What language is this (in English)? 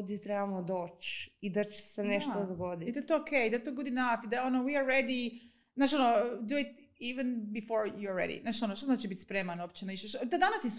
Croatian